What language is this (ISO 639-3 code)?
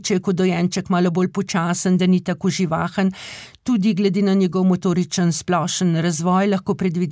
slv